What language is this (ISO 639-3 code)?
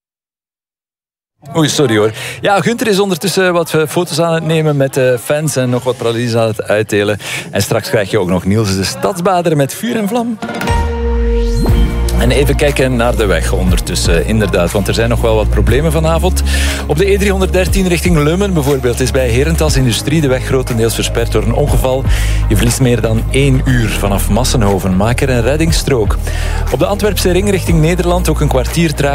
nld